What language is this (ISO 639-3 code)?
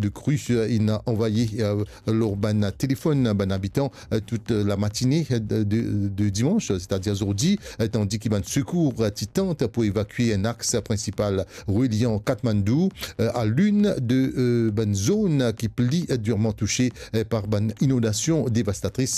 mfe